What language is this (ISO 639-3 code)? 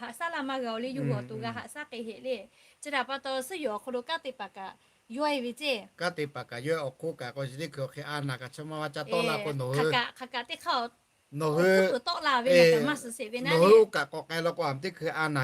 lhu